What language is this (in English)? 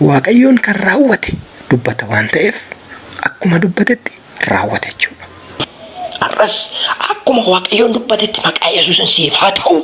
Oromo